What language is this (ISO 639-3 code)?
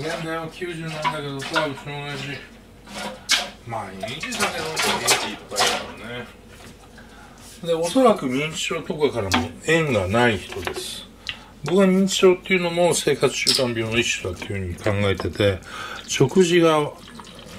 jpn